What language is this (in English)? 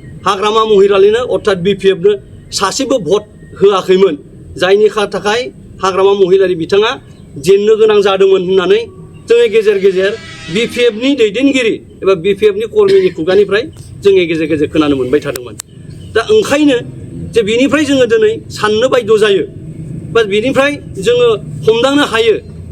Bodo